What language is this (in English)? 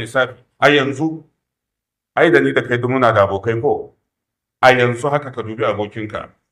Hausa